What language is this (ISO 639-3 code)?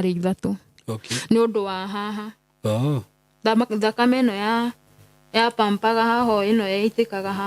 kik